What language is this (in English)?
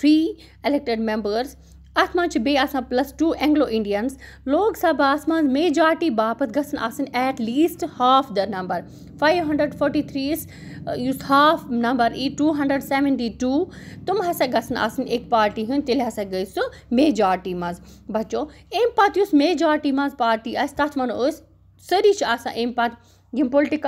Kashmiri